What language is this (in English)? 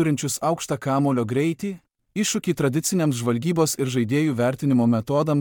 Lithuanian